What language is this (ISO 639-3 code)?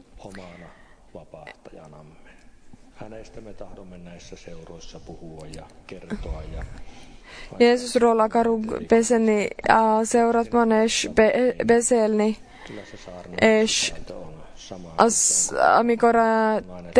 fin